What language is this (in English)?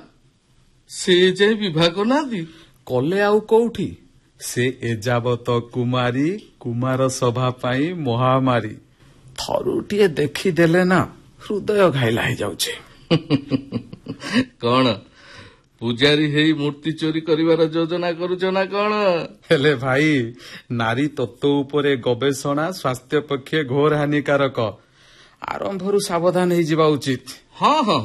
Odia